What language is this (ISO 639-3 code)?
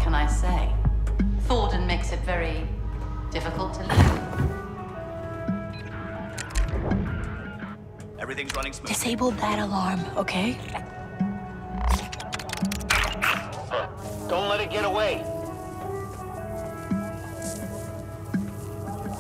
eng